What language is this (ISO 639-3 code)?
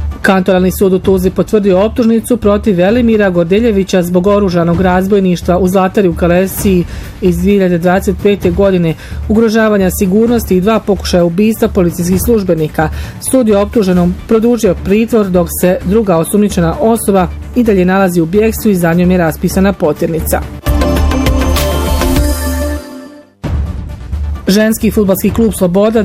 bos